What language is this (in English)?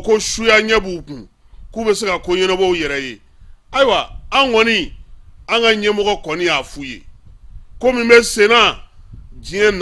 Bambara